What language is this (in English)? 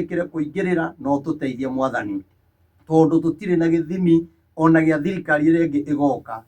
Kikuyu